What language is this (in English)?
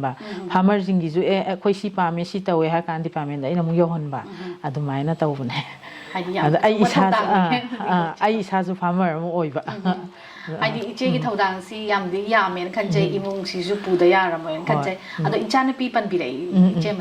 Manipuri